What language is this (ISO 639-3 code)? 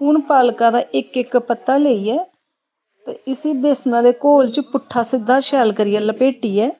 doi